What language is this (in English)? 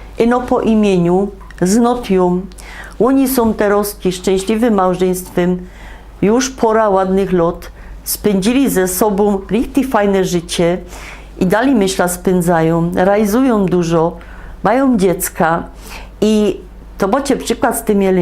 Silesian